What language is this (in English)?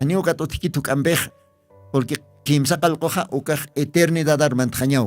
Aymara